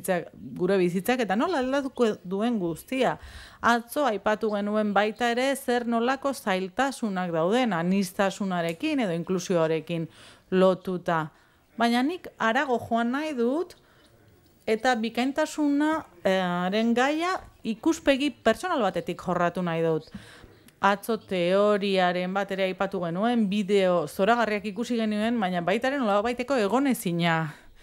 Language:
Basque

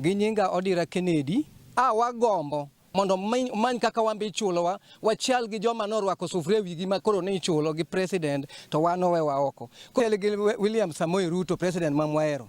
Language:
Luo (Kenya and Tanzania)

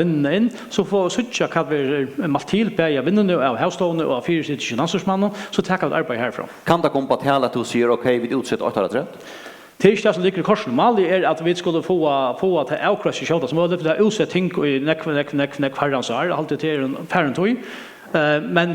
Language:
Faroese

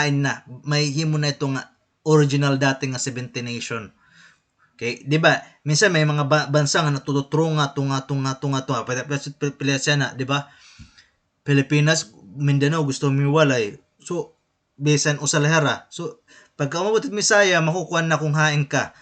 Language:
Waray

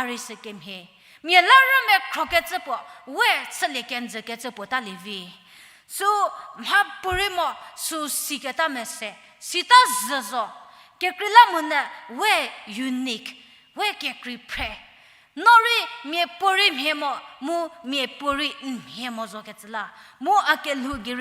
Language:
Angami Naga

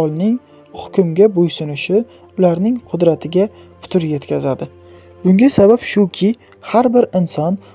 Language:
Uzbek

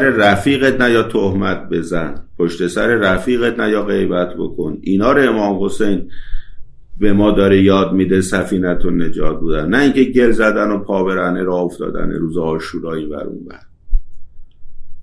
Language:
Persian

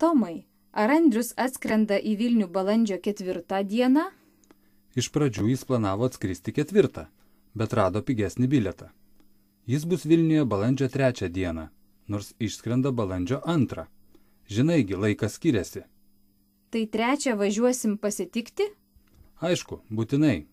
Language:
Lithuanian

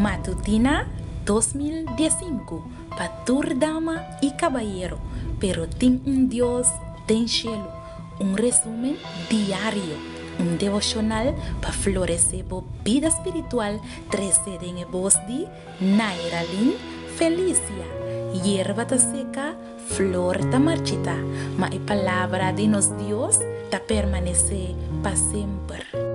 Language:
Papiamento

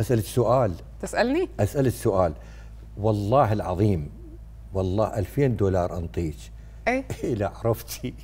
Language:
Mesopotamian Arabic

